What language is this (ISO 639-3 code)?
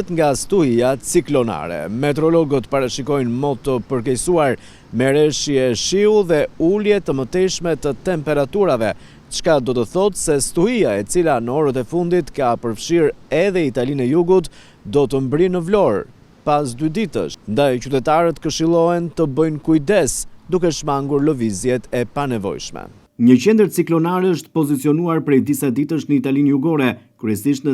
sqi